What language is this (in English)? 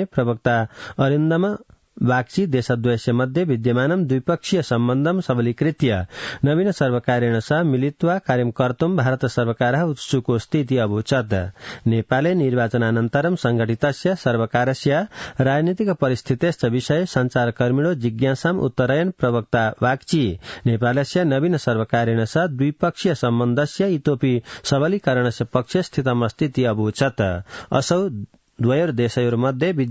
Sanskrit